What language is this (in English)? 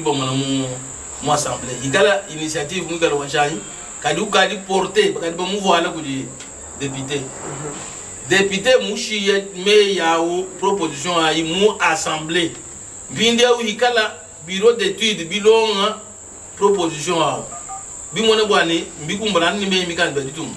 Luba-Lulua